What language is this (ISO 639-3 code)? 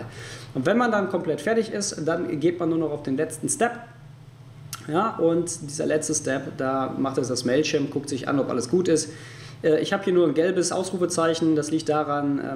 deu